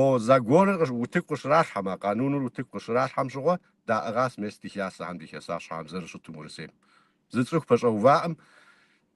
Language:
Kabardian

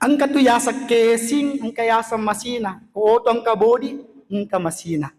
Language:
Buginese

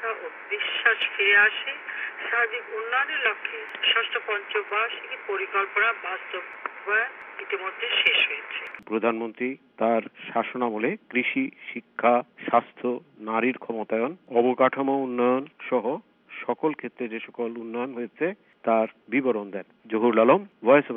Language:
Bangla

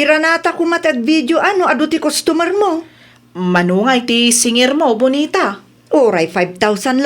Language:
Iloko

